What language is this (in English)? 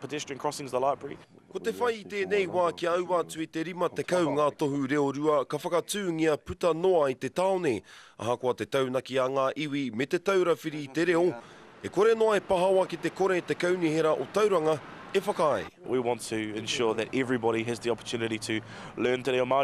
Māori